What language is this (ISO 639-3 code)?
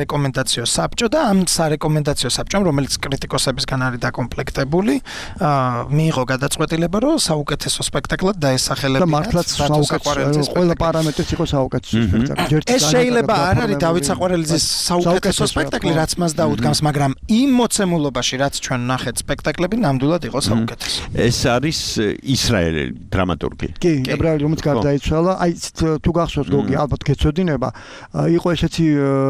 kat